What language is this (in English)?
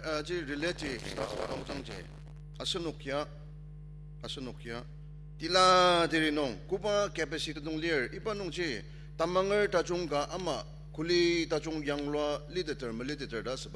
Ao Naga